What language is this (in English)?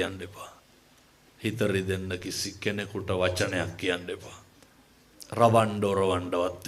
Sinhala